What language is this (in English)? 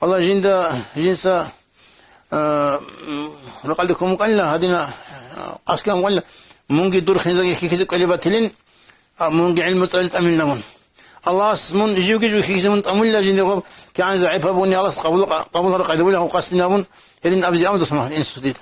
Avaric